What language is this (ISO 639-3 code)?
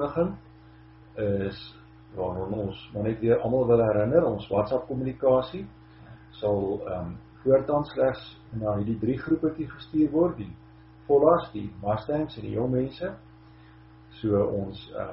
afr